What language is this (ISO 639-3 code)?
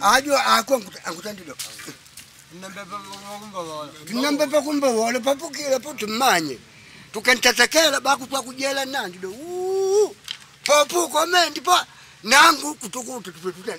kde